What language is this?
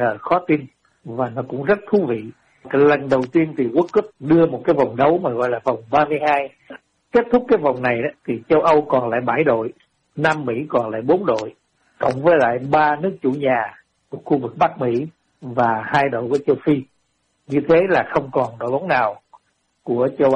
Vietnamese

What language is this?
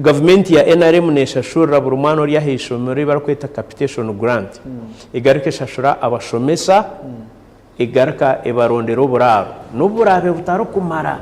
Nyankole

